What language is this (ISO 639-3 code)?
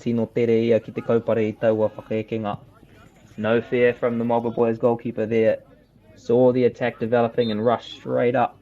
mri